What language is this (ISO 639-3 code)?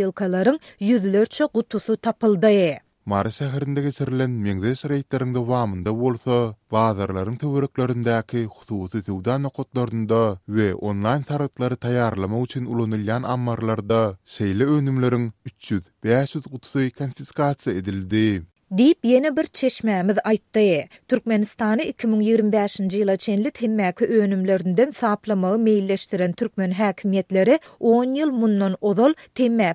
tuk